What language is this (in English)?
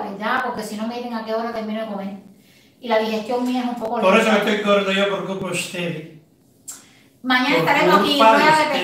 Spanish